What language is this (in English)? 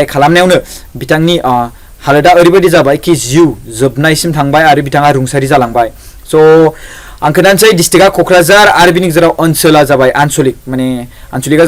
Bodo